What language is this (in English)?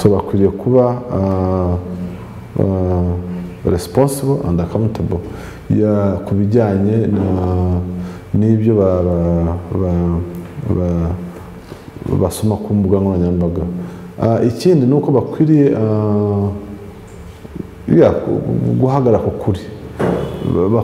Kinyarwanda